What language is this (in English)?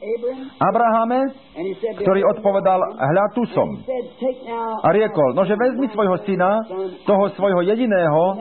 Slovak